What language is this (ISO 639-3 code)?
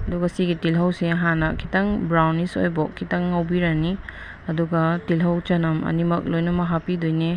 mni